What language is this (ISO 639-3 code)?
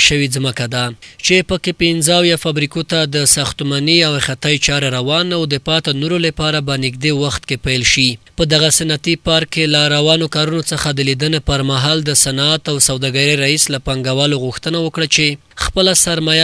pus